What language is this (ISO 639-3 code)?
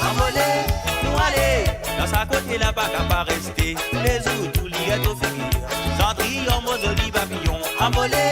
mfe